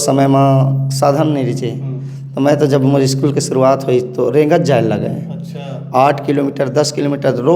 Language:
Chhattisgarhi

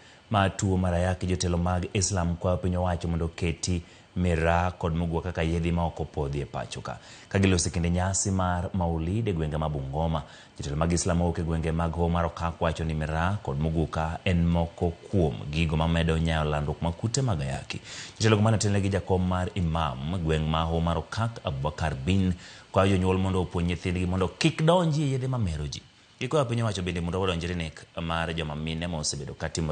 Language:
Luo (Kenya and Tanzania)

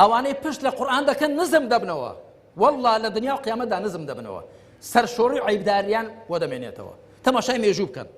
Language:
Central Kurdish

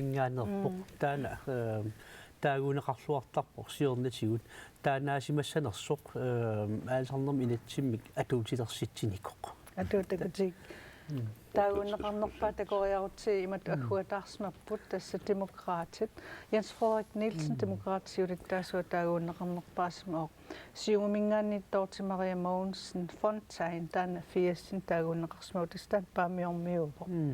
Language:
Kalaallisut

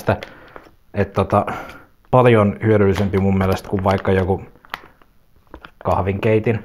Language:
Finnish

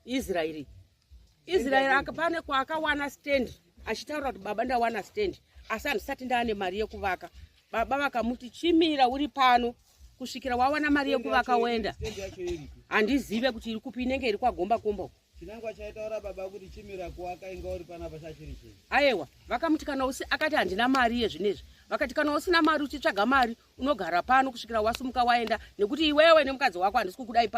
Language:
Shona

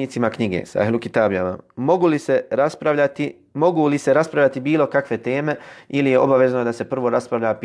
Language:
Bosnian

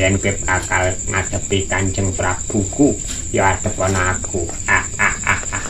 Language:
Javanese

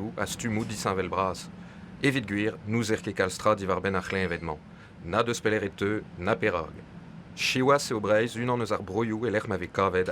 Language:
Breton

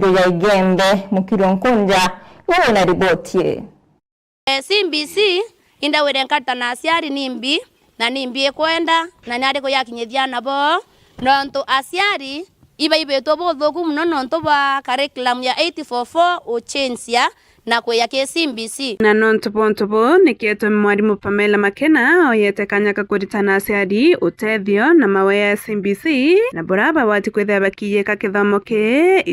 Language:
Meru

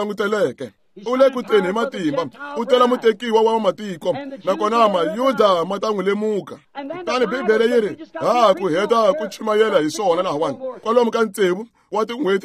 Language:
Tsonga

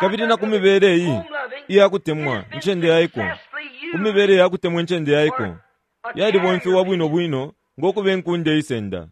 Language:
Bemba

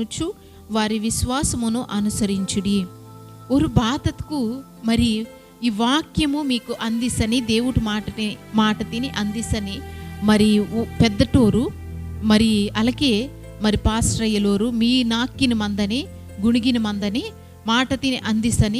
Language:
Koya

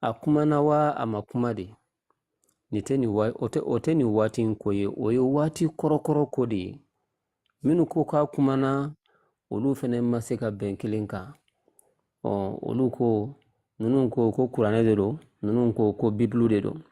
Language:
Bambara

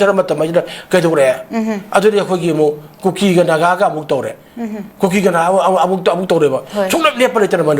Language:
Manipuri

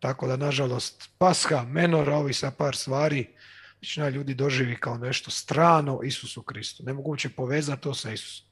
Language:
Croatian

